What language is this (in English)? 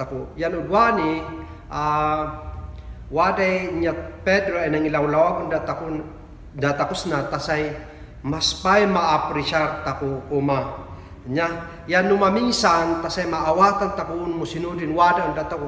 Kankanaey